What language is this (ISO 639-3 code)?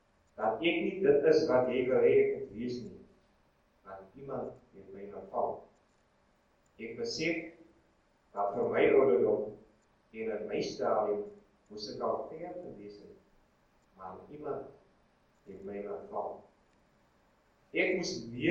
afr